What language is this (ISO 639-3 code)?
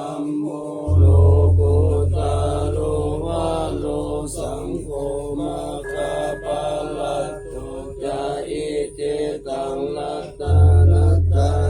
pli